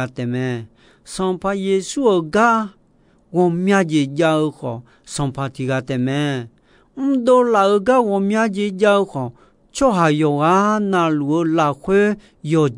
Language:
Akha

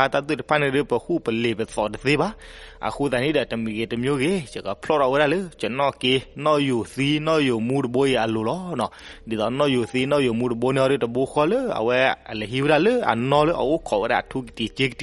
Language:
S'gaw Karen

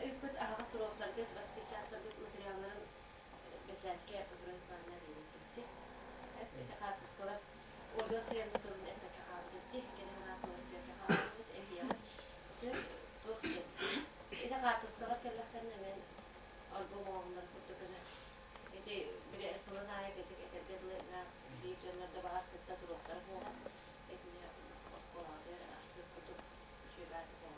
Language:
Yakut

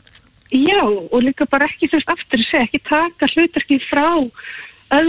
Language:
Icelandic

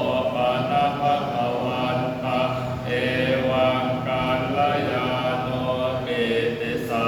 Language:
Pali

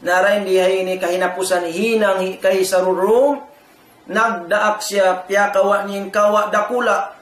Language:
Tausug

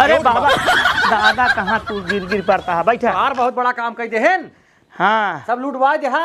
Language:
Awadhi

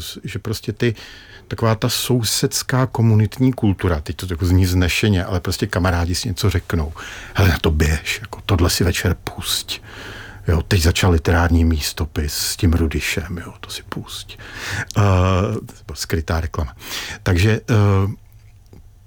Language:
Czech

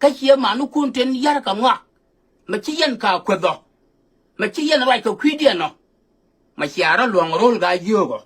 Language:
Nuer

